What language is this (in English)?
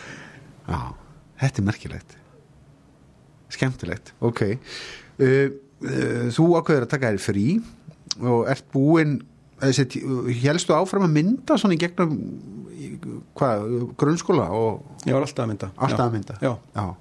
Icelandic